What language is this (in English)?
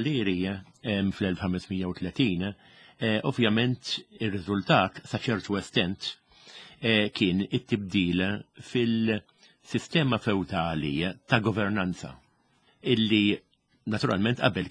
Maltese